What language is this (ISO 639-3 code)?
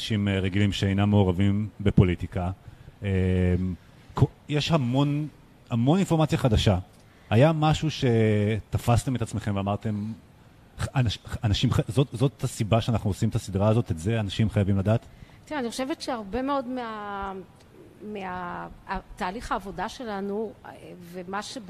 heb